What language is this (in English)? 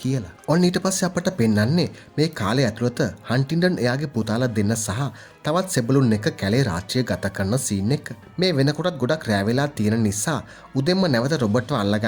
Sinhala